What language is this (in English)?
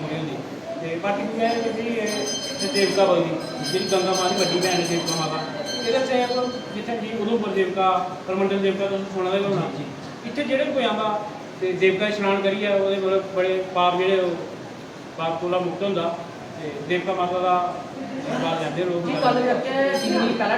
Dogri